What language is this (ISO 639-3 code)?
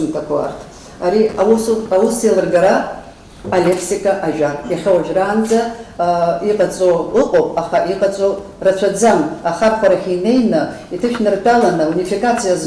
abk